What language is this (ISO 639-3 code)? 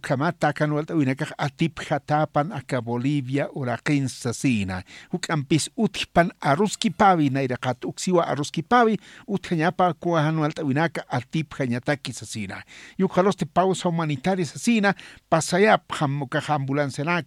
aym